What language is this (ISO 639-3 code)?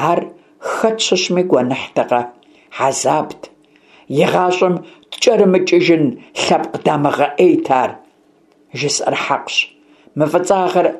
kbd